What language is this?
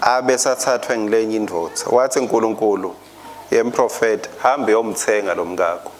Swati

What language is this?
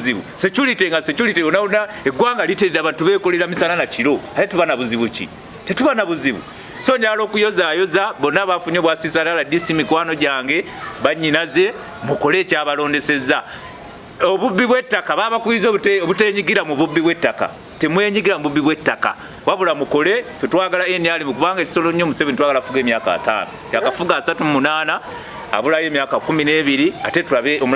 Ganda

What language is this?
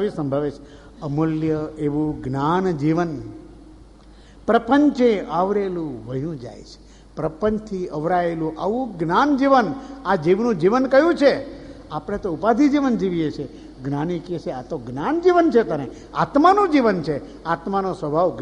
Gujarati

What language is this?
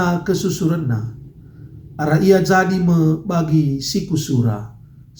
Batak Karo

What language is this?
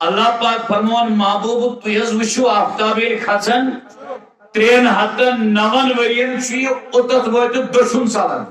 Kashmiri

